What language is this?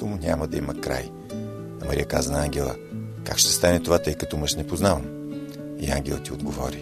Bulgarian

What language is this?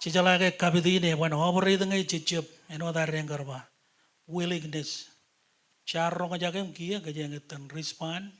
Marshallese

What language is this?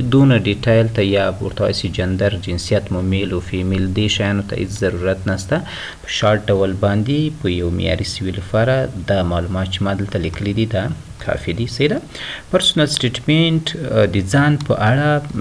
Pashto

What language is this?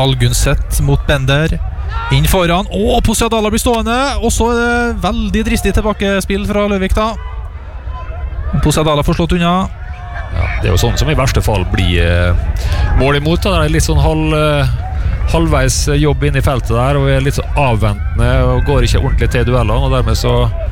Norwegian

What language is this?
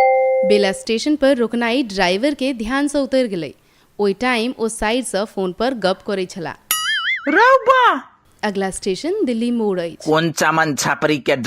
Maithili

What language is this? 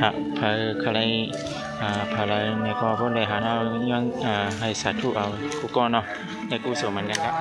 Shan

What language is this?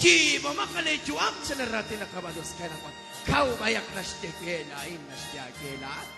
Kekchí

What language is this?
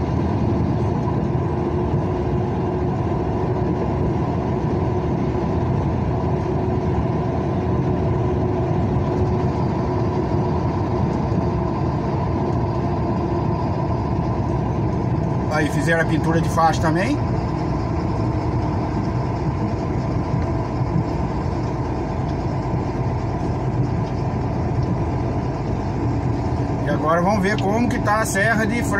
Portuguese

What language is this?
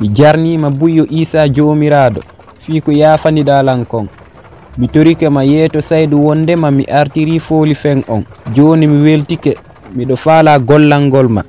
Pular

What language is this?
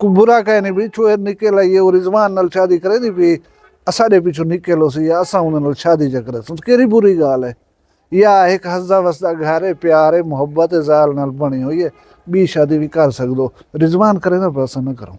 Saraiki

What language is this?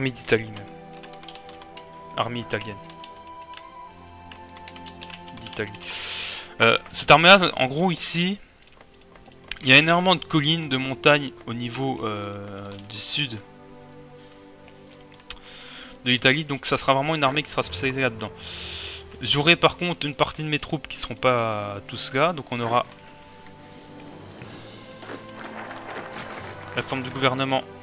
French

